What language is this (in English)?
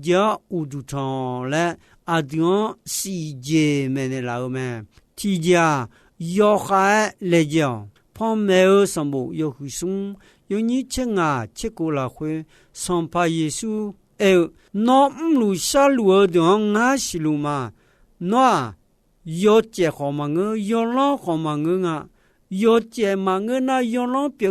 Akha